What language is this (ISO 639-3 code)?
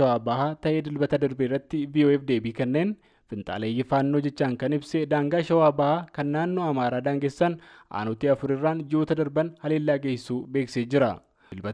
orm